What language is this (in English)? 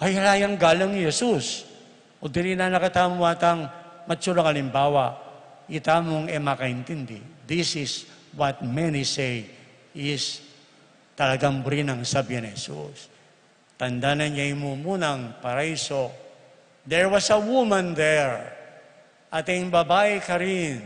Pampanga